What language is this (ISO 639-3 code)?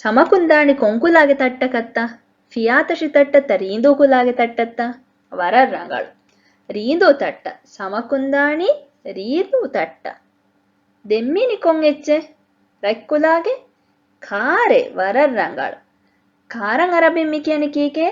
div